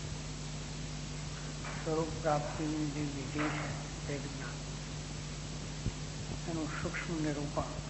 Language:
Gujarati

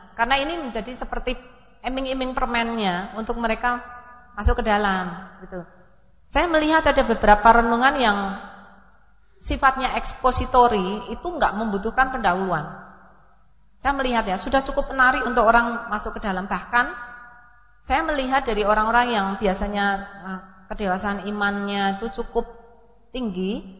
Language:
Indonesian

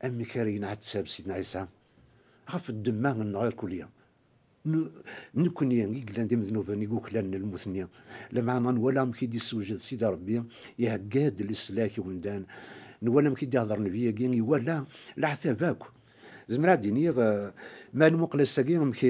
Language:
Kabyle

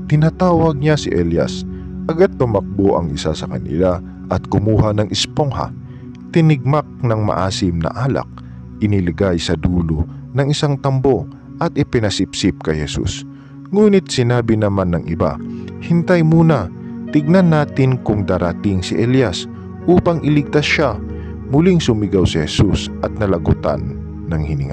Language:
Filipino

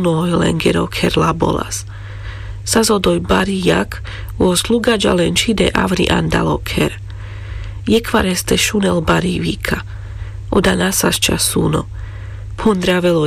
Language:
Carpathian Romani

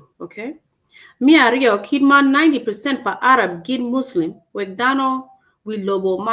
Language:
Acoli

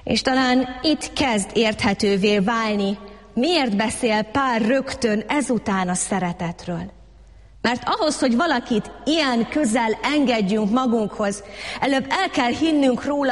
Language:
Hungarian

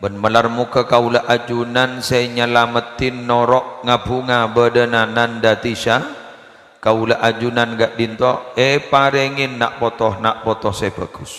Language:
Madurese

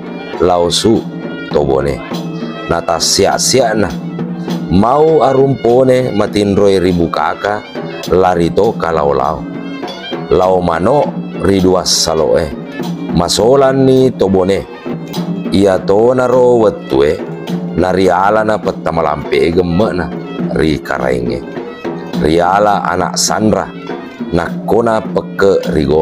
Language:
Buginese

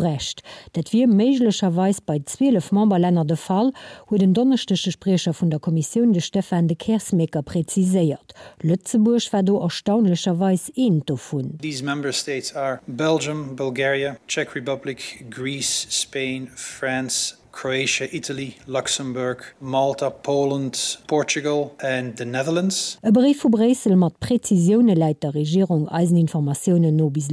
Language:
Luxembourgish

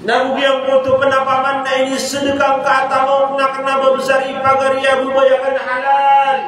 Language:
Maranao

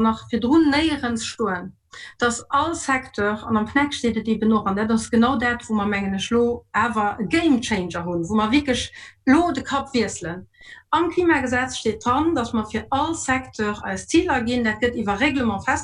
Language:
Luxembourgish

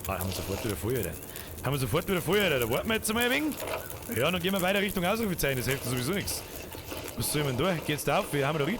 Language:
Bavarian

